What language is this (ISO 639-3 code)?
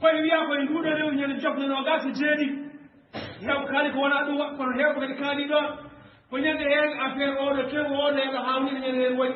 ful